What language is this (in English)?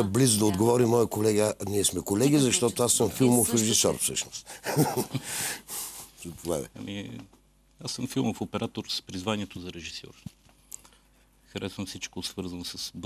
Bulgarian